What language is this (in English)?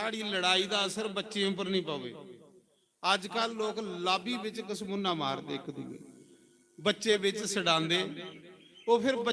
Dogri